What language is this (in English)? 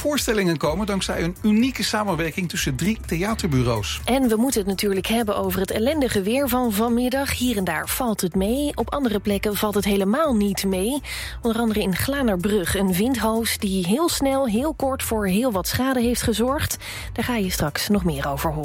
Dutch